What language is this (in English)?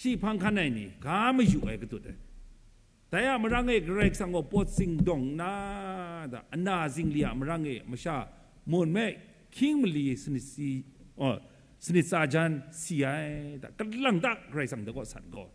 Kachin